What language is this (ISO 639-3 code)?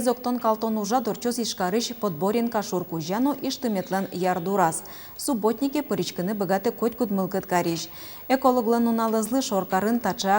udm